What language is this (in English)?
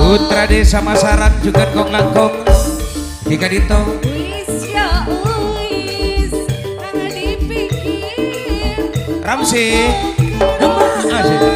Madurese